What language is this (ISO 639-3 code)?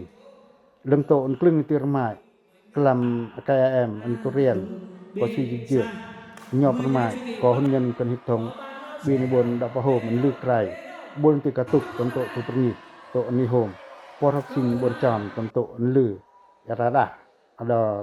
pac